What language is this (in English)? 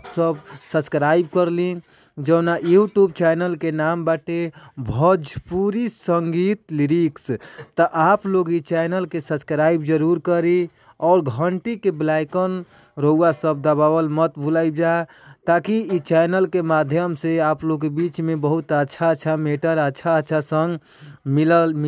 Bhojpuri